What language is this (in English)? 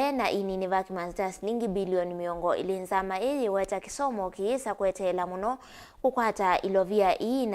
Kamba